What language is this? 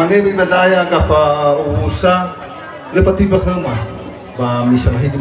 Nias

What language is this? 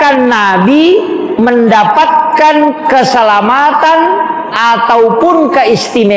Buginese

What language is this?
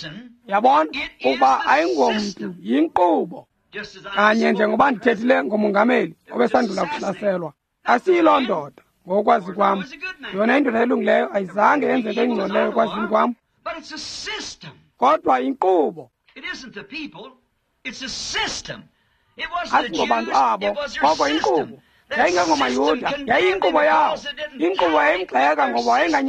Xhosa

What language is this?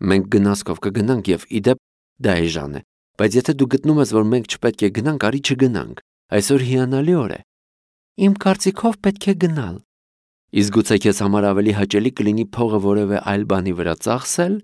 Armenian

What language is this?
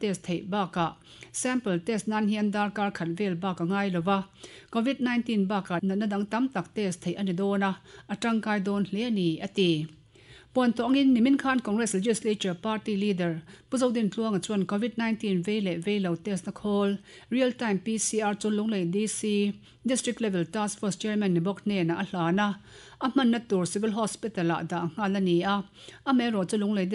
Mizo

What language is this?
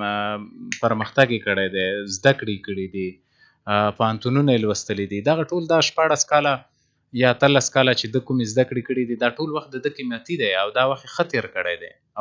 Pashto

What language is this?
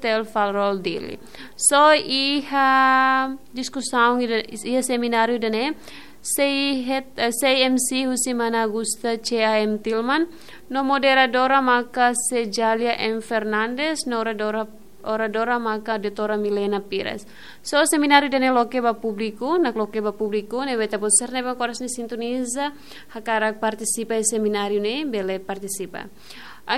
Tetum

